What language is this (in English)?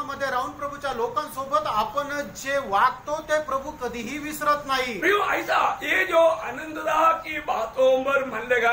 Marathi